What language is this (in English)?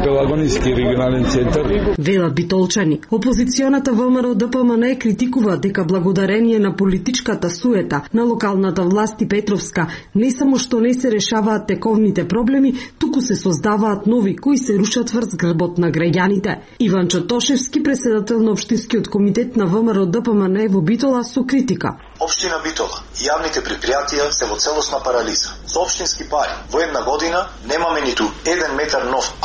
Macedonian